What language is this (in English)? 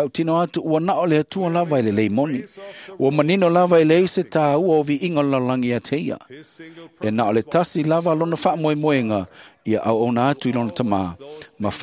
Samoan